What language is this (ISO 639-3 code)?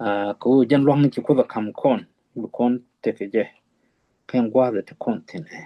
nus